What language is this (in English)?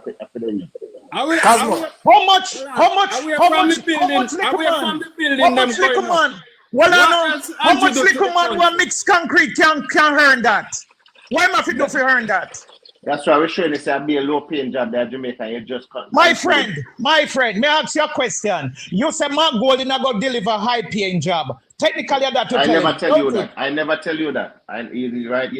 Jamaican Creole English